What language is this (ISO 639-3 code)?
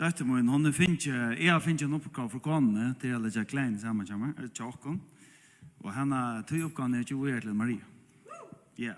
fao